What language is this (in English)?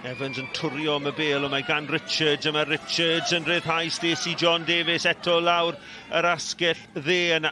Welsh